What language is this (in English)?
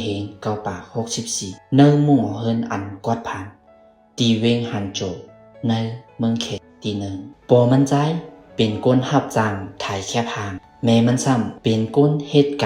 Shan